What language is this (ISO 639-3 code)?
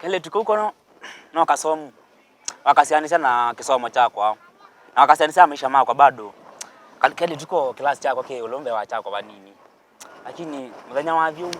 kam